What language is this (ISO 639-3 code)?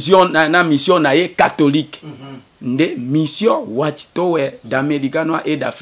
lin